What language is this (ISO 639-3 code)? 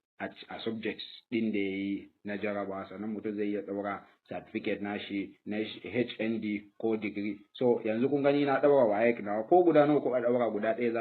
hau